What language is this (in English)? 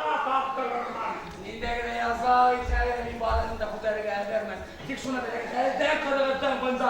Bashkir